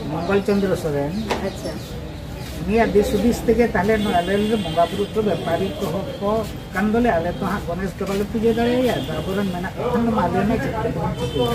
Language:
Santali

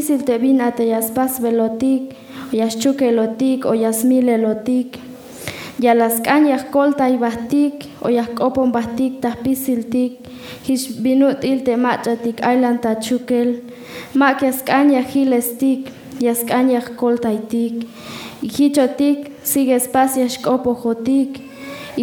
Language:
Tzeltal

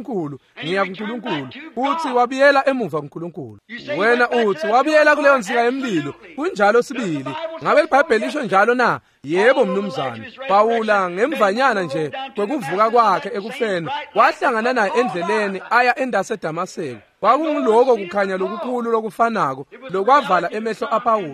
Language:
Swati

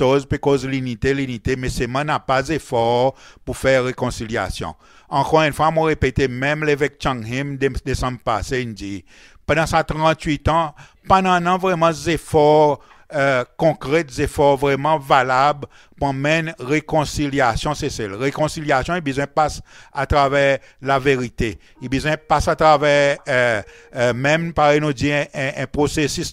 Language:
Seselwa Creole French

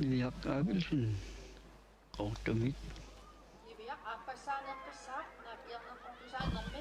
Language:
Kalaallisut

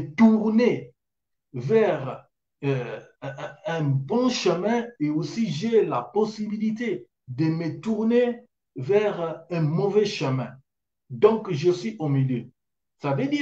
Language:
French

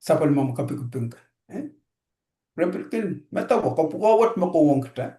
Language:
Pohnpeian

